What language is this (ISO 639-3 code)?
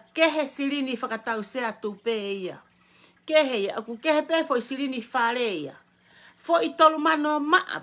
ton